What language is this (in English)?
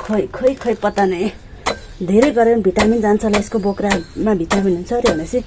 Nepali